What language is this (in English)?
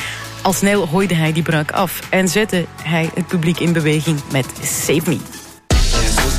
Dutch